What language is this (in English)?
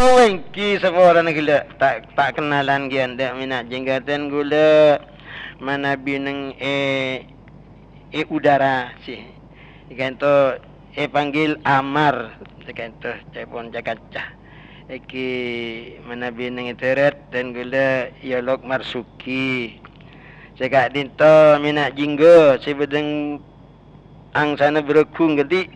Madurese